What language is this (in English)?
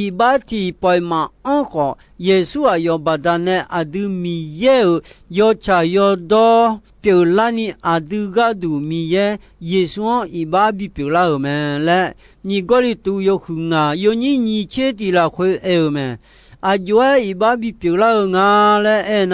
Akha